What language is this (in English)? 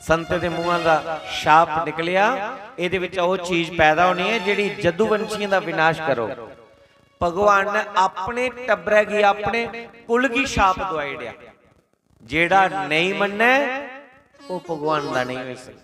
Dogri